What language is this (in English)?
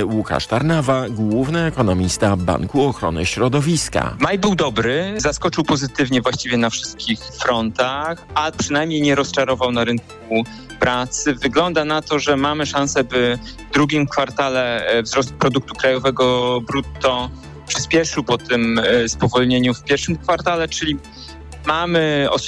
Polish